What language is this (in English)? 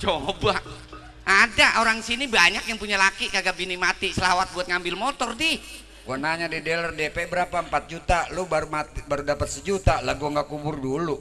Betawi